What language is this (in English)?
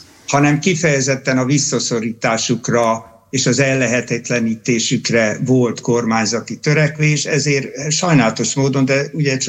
Hungarian